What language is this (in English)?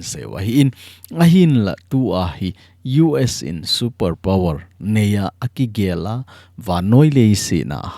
Thado Chin